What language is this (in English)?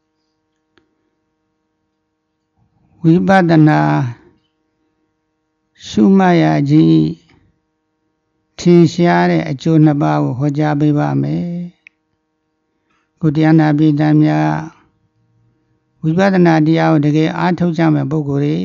Burmese